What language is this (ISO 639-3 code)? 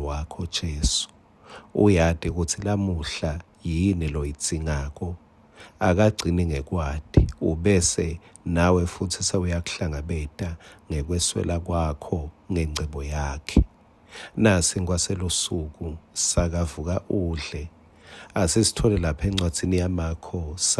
ssw